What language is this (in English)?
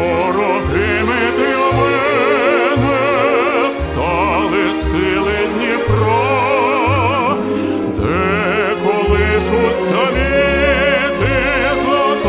Ukrainian